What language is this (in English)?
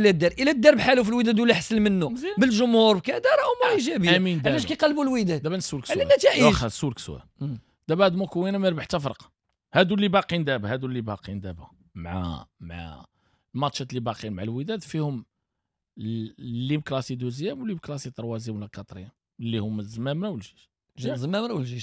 Moroccan Arabic